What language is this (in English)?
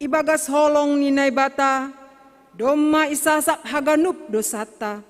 Batak Simalungun